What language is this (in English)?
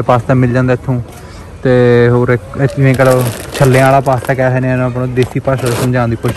Punjabi